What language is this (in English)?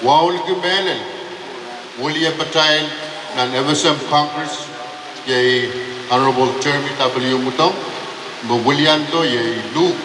Pohnpeian